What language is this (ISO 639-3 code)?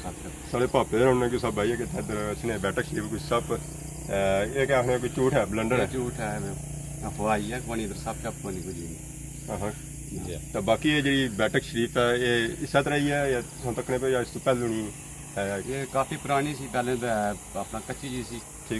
phr